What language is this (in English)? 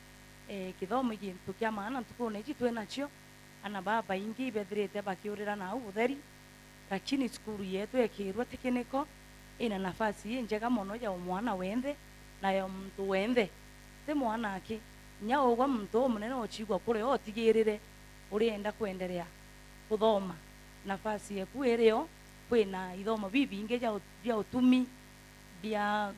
Meru